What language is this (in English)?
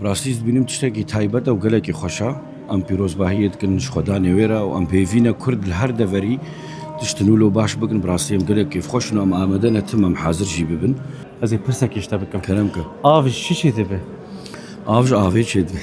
Kurdish